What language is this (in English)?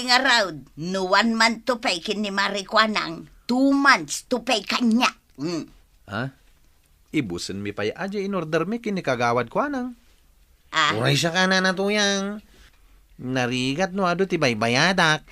Iloko